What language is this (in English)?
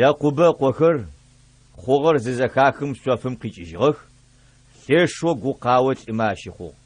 Adyghe